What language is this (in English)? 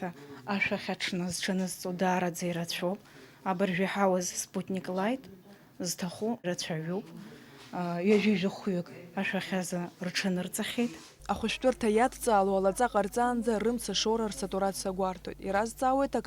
Abkhazian